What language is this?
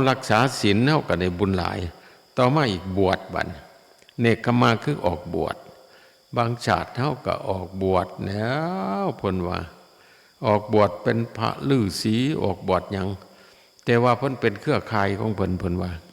Northeastern Thai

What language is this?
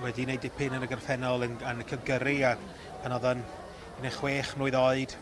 Welsh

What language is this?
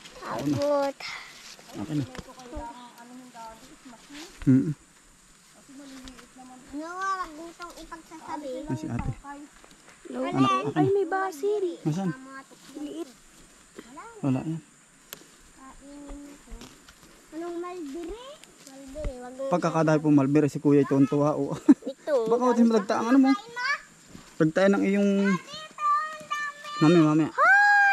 Filipino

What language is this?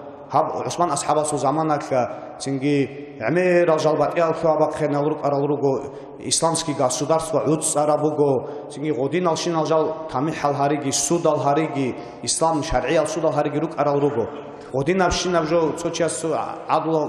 Avaric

